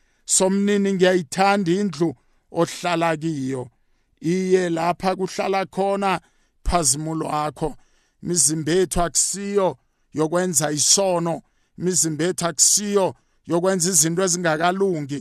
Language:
South Ndebele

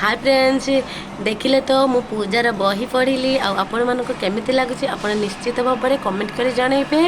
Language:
Odia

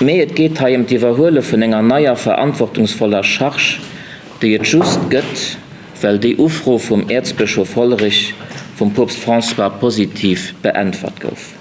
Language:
Luxembourgish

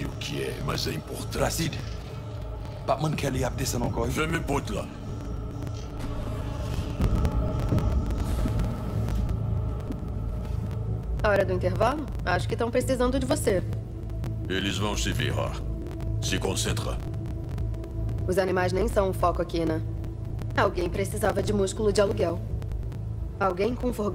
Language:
Portuguese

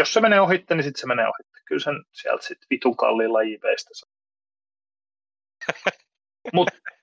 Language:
Finnish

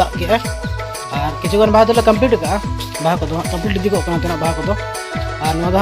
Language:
Santali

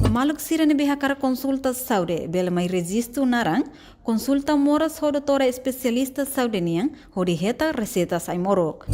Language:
Tetum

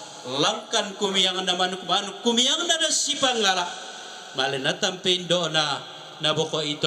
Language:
Toraja-Sa'dan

